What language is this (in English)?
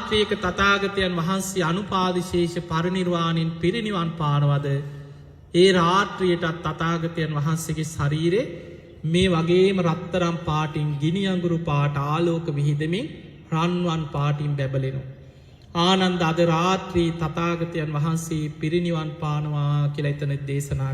Sinhala